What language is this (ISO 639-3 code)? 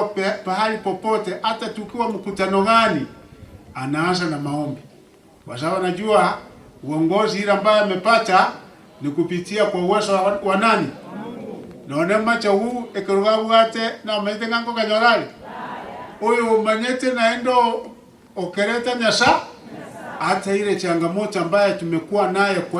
guz